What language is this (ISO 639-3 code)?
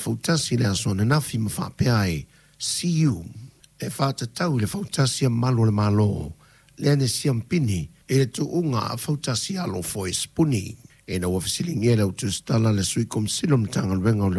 smo